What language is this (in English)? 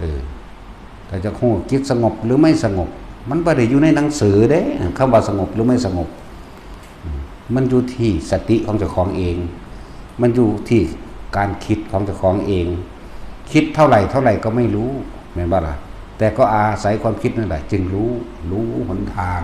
Northeastern Thai